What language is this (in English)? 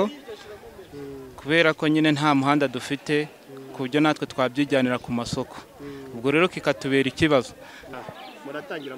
Kinyarwanda